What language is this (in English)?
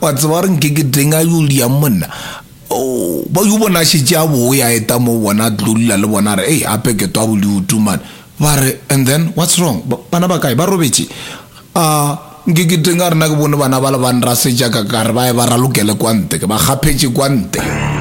Northern Sotho